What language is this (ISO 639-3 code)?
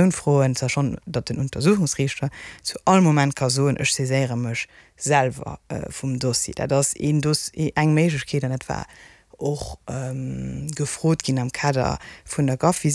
ltz